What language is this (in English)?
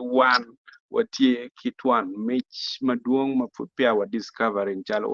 Acoli